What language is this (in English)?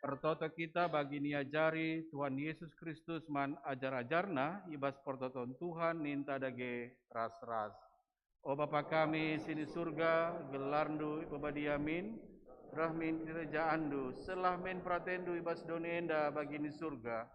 Batak Karo